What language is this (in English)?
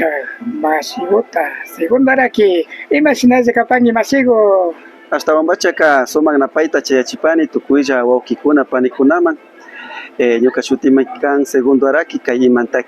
Imbabura Highland Quichua